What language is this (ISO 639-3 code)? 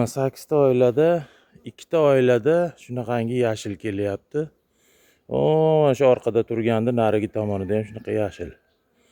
uzb